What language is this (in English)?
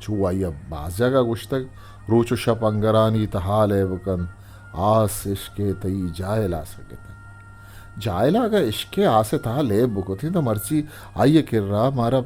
Eastern Balochi